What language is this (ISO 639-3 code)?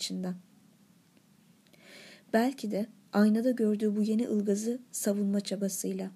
tur